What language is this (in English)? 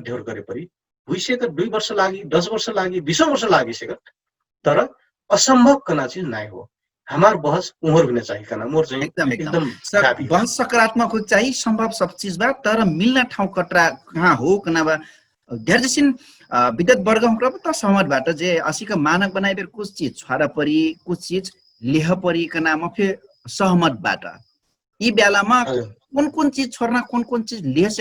Dangaura Tharu